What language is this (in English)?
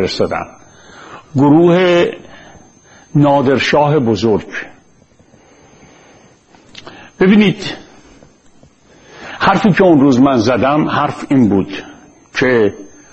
Persian